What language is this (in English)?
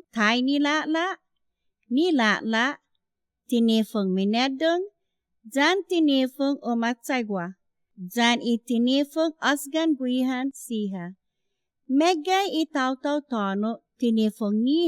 Chamorro